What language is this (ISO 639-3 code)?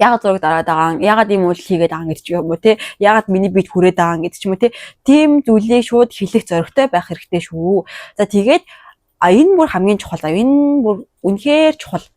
mon